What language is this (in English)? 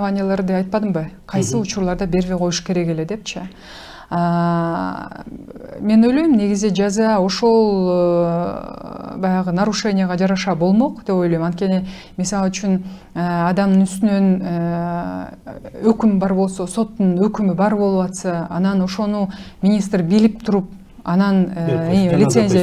Kyrgyz